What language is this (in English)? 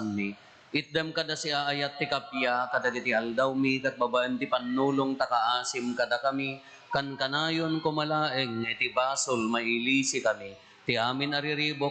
Iloko